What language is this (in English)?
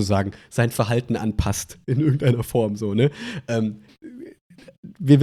German